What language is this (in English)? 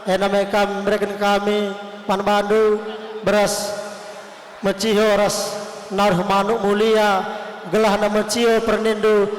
Batak Karo